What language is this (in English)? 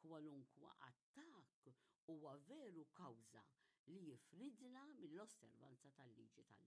Maltese